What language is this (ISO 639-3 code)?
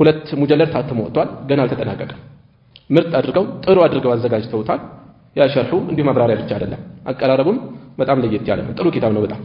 amh